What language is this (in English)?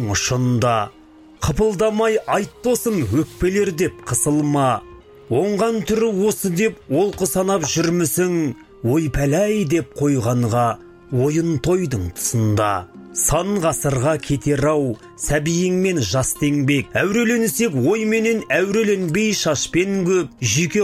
Kazakh